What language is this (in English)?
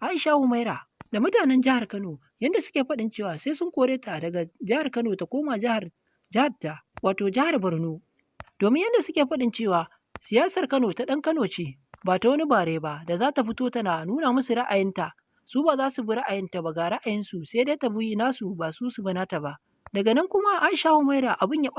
Hausa